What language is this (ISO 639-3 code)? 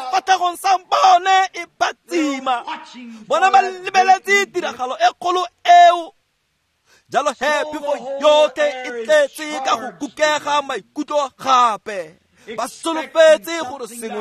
tsn